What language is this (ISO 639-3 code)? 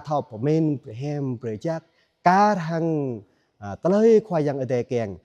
jra